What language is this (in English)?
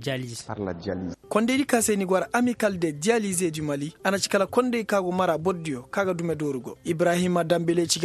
Koyraboro Senni